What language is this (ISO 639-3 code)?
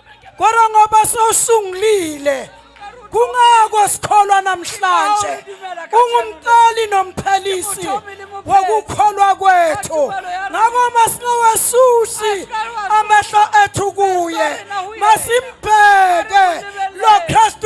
zul